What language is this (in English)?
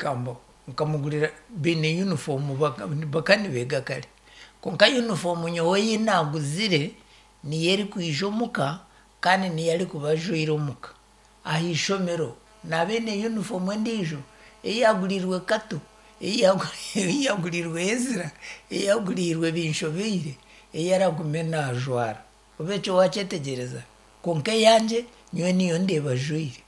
Nyankole